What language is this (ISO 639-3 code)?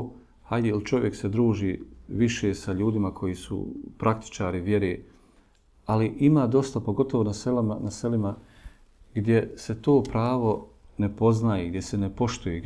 bos